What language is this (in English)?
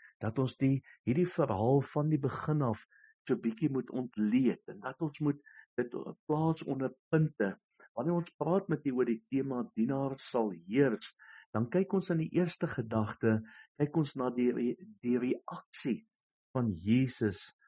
Afrikaans